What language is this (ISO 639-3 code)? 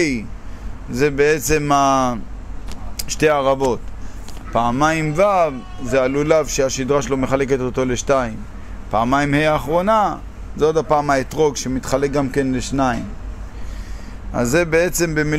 heb